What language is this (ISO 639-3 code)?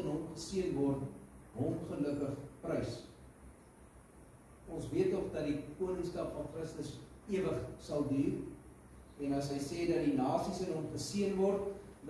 afr